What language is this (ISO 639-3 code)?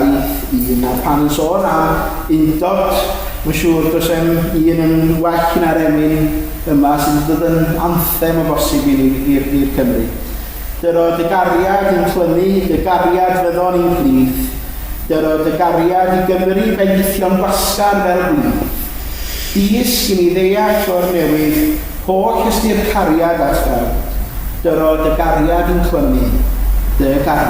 cym